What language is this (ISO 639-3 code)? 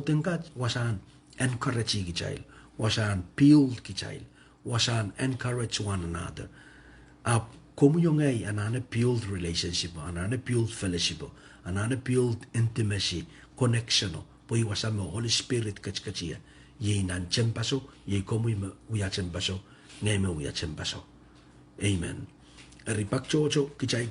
pon